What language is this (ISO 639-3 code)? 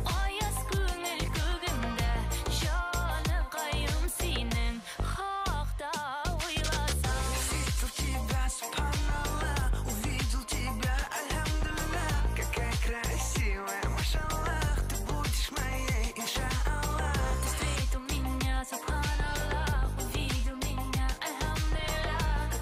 bak